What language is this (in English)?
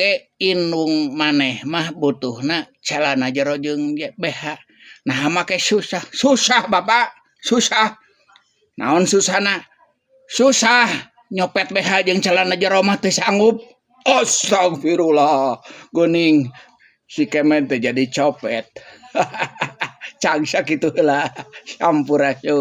Sundanese